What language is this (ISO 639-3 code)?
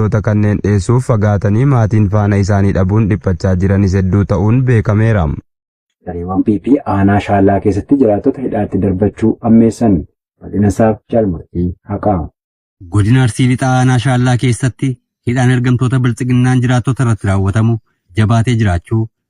orm